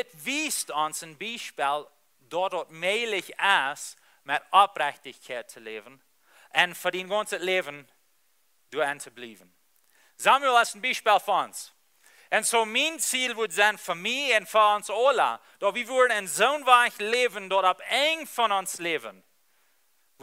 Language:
Plautdietsch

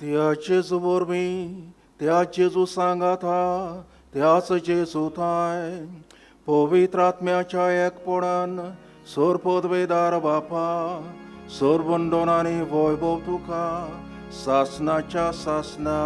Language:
Konkani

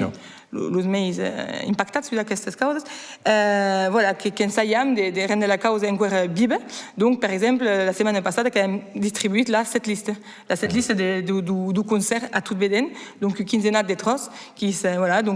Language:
Occitan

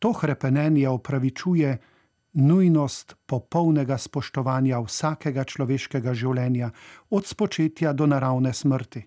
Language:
Slovenian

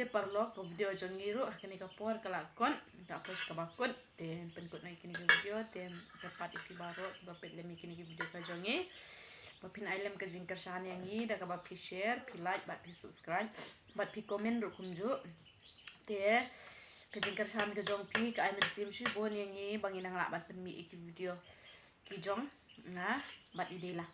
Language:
Khasi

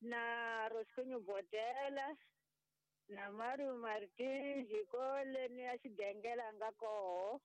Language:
Tsonga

